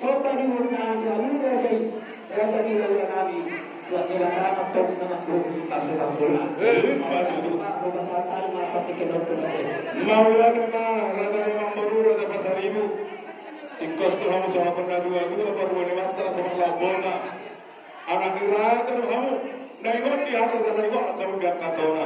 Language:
Batak Toba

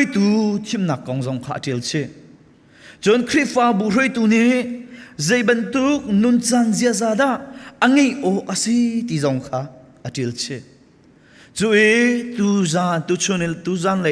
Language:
Hakha Chin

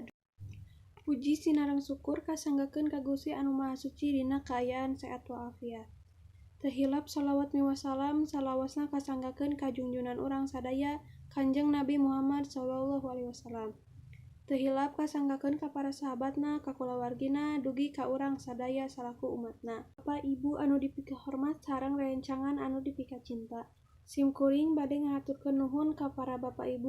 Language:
Sundanese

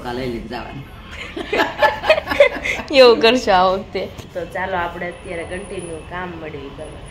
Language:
Gujarati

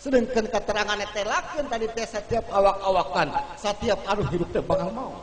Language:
Sundanese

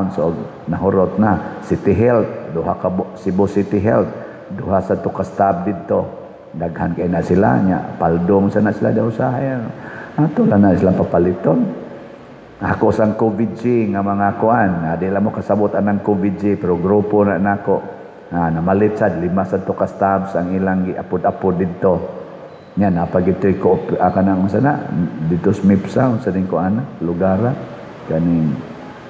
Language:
Cebuano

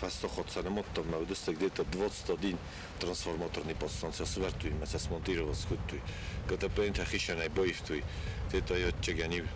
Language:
Ossetic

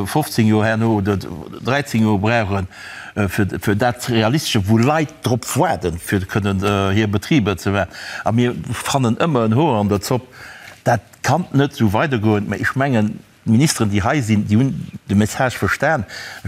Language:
Luxembourgish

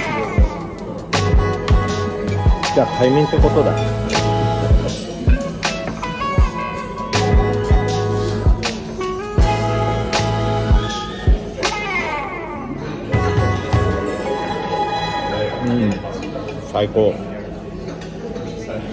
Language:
Japanese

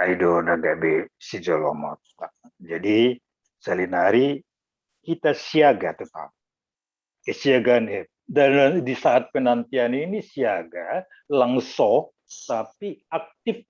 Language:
Batak Simalungun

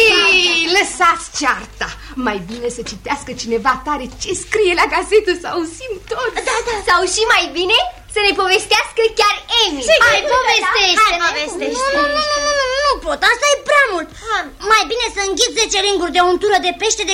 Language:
Romanian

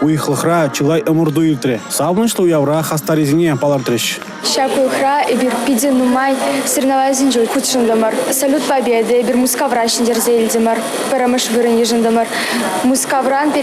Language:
Chuvash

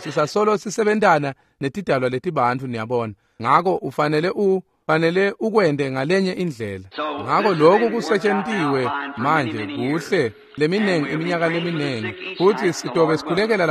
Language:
Swati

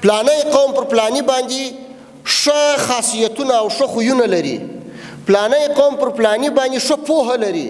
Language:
Pashto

